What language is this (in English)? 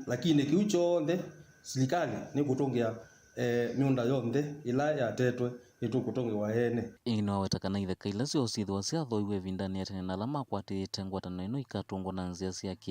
Kamba